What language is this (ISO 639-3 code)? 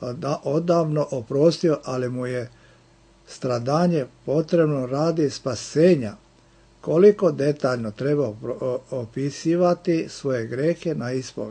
srp